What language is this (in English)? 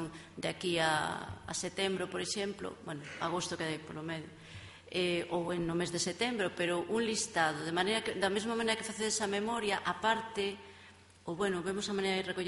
Galician